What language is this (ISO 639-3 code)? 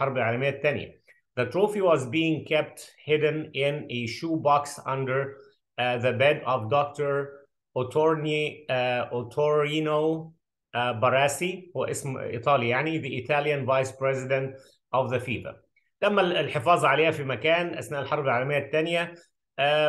arz